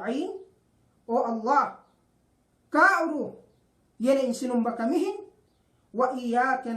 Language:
Yakan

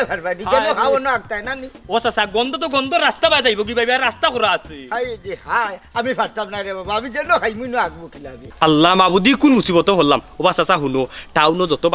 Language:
Sylheti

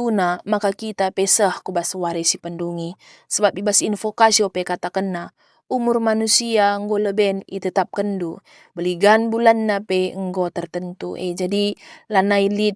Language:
Batak Karo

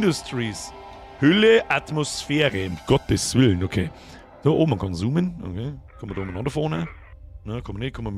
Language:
Bavarian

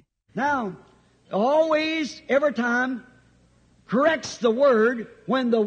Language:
Makhuwa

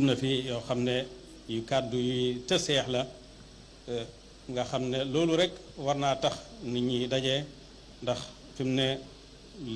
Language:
Wolof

